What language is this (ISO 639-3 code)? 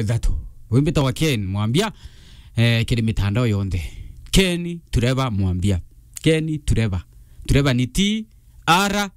mer